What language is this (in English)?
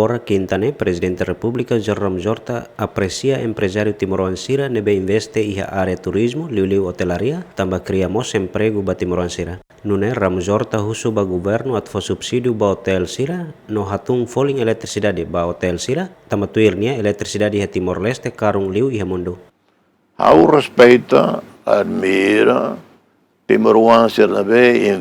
Tetum